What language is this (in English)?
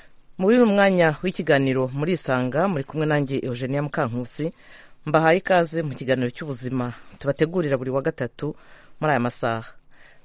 Kinyarwanda